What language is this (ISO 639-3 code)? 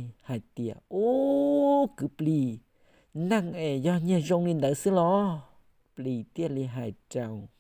hmn